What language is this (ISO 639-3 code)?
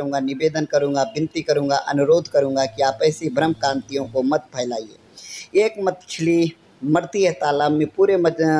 hin